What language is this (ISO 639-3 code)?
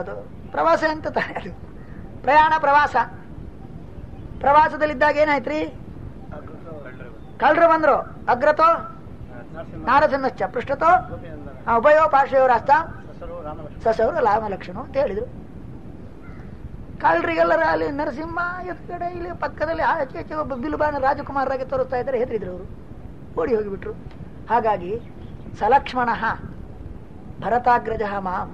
kan